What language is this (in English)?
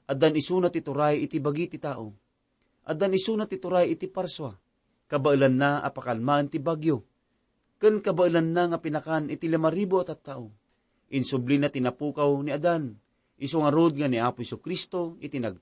Iloko